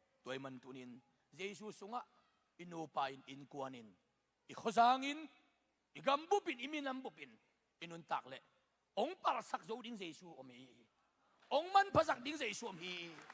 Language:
Tedim Chin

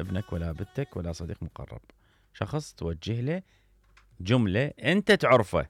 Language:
Mesopotamian Arabic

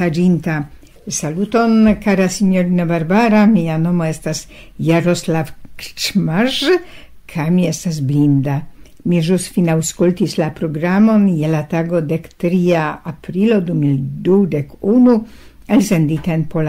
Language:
Esperanto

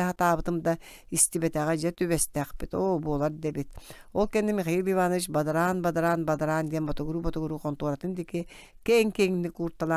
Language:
Yakut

